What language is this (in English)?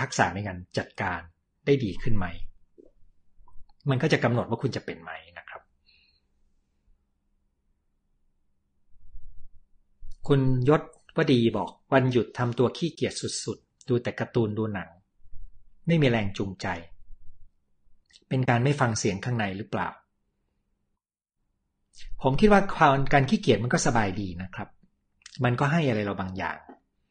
Thai